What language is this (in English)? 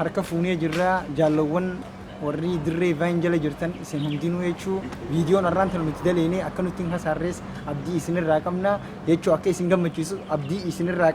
Oromo